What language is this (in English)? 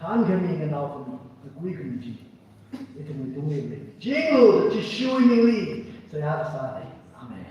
Tangkhul Naga (India)